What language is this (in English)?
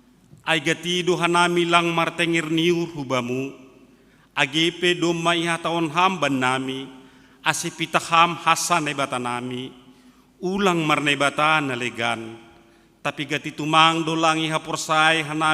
Batak Simalungun